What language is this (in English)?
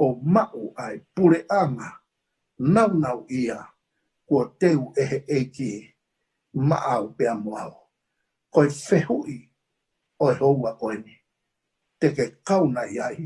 Tongan